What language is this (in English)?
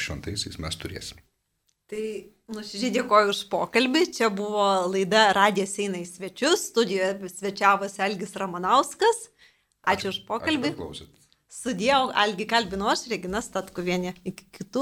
Lithuanian